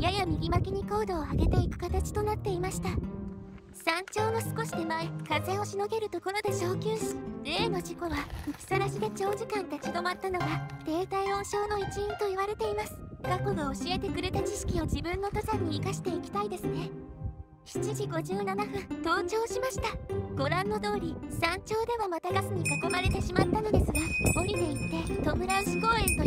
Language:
Japanese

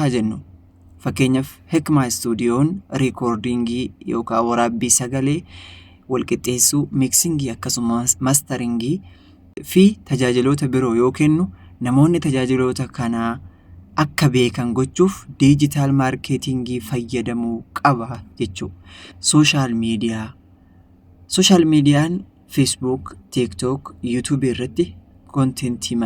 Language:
Oromo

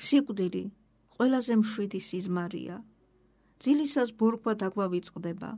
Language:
Georgian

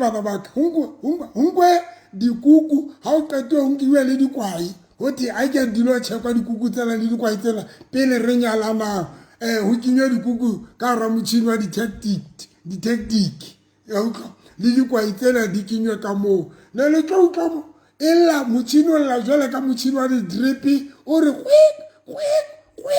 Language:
Southern Sotho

